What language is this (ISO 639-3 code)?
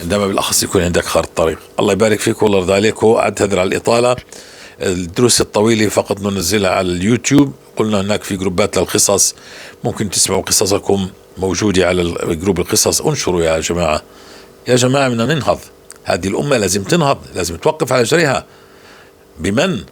apc